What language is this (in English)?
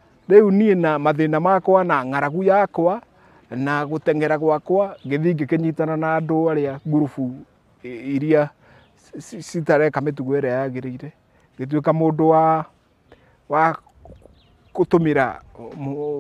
Kikuyu